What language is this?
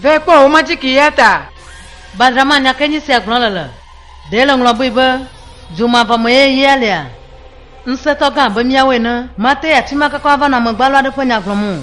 Ewe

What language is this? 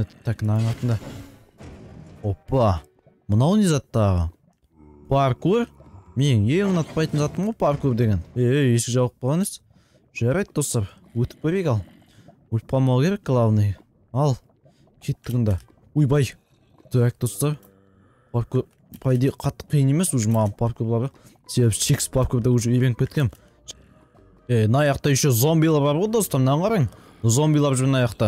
Kazakh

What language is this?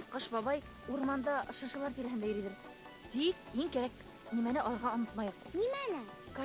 Bashkir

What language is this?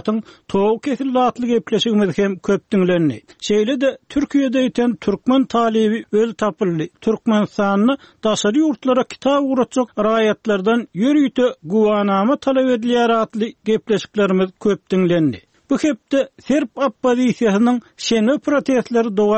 Turkmen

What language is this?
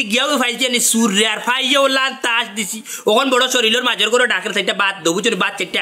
Sylheti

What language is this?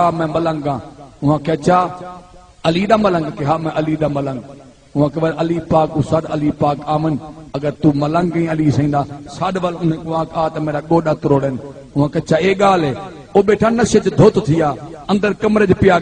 Saraiki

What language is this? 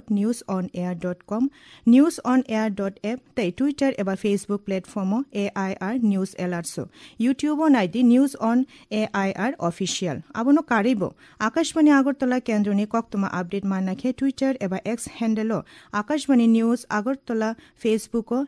Kok Borok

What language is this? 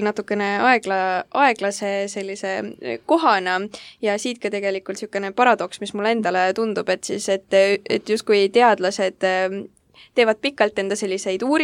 Estonian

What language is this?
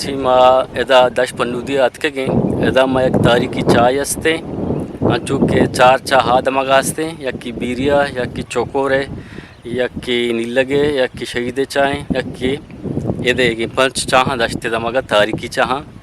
Eastern Balochi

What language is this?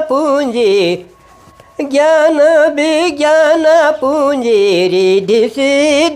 Sadri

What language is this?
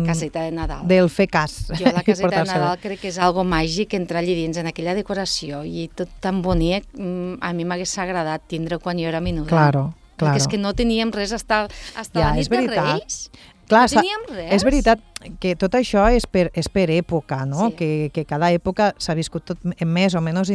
Catalan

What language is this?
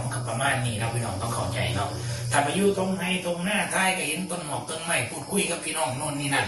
Lao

